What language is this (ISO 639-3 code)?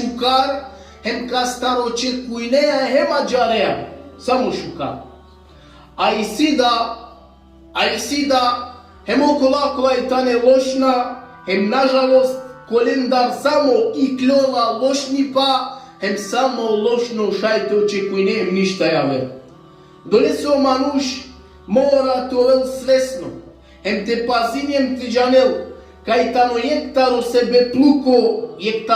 rmn